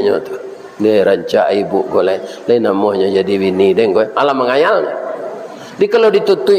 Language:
Minangkabau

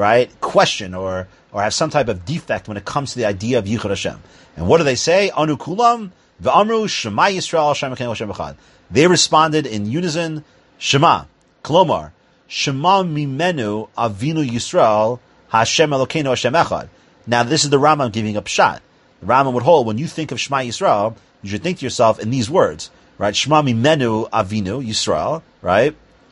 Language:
English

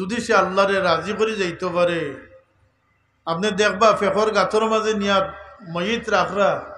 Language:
Sylheti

